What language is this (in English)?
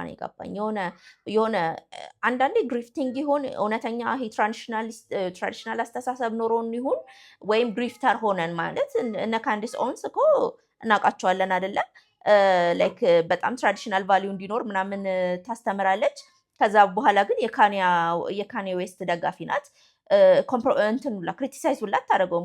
Amharic